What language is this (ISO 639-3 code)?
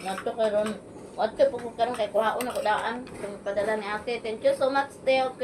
ceb